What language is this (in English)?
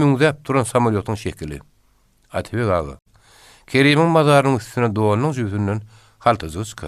Turkmen